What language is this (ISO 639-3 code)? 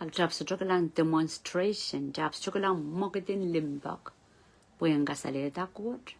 pon